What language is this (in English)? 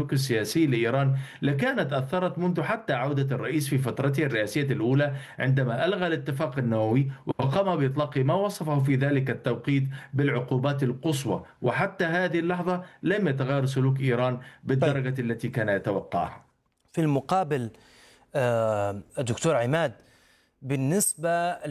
Arabic